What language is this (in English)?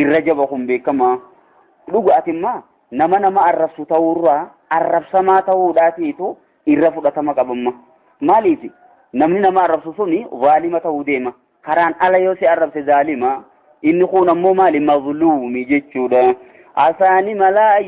Oromo